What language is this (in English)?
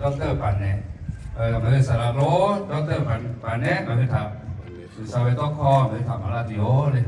Lahu